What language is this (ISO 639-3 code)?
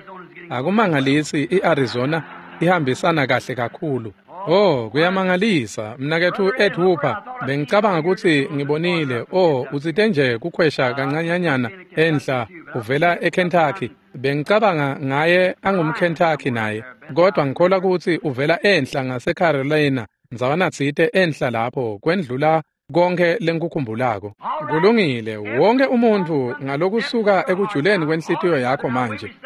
ssw